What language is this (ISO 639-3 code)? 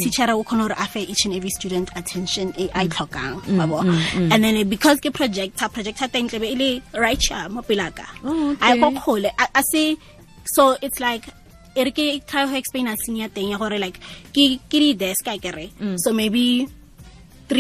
tsn